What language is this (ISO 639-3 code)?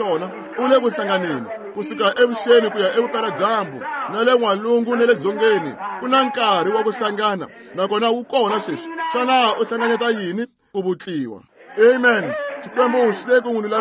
tso